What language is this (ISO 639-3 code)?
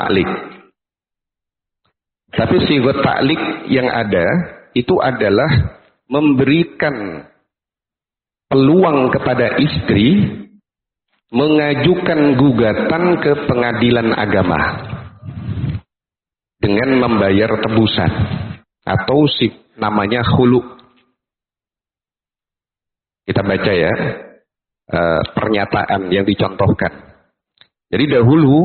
ind